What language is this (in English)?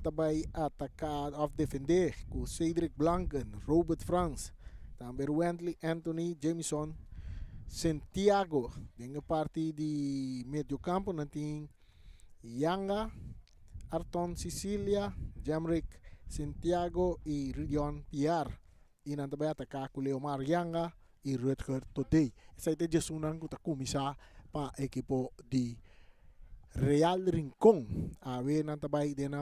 Papiamento